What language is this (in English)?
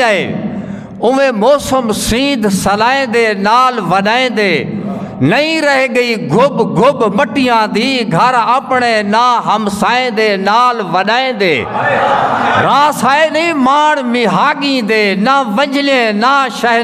Saraiki